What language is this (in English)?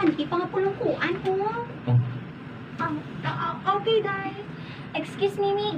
Hiligaynon